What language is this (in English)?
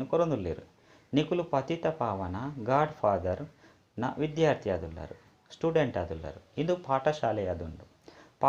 Tulu